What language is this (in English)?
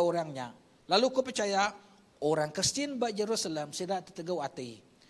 Iban